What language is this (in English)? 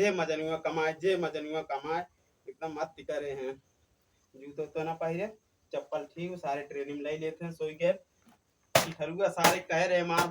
Awadhi